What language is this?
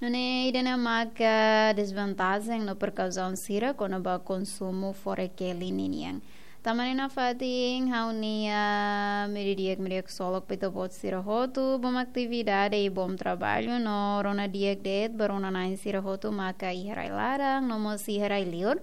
Tetum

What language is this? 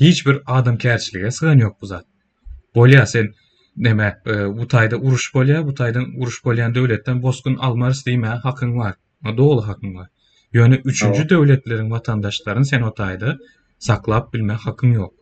Turkmen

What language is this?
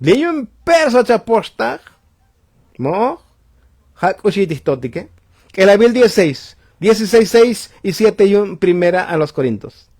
Tzotzil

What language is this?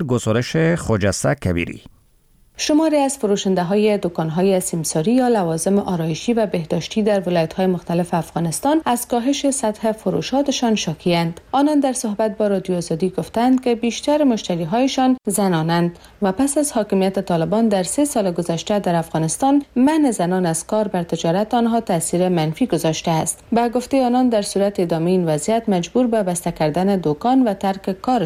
Persian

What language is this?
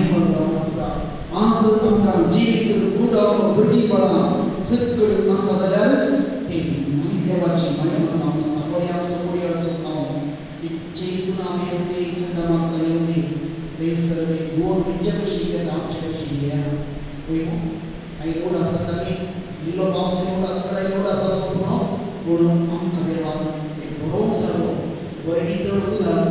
Konkani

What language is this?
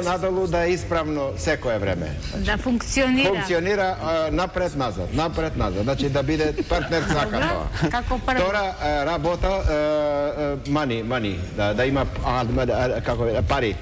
Macedonian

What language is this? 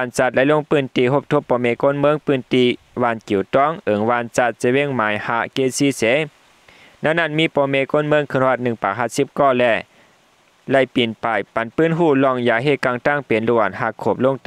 Shan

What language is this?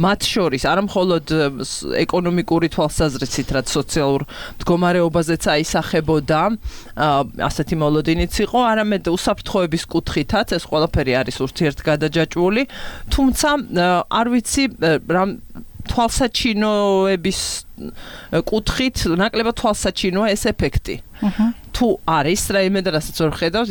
Georgian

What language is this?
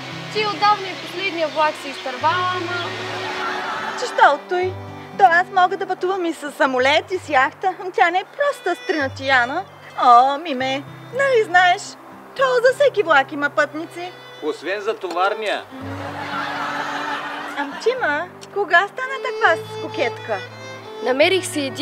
Bulgarian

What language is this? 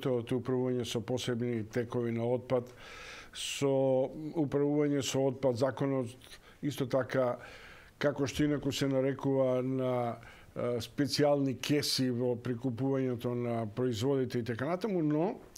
Macedonian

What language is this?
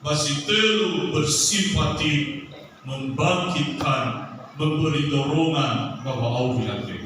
Nias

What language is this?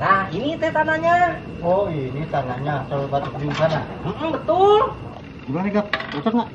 Betawi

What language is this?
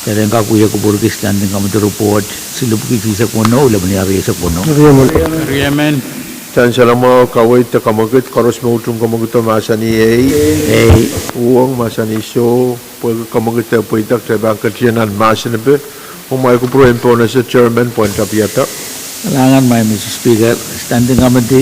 Pohnpeian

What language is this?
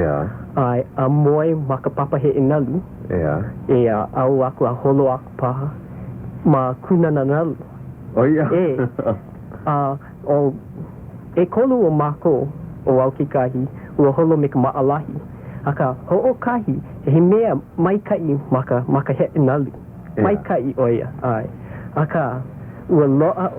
Hawaiian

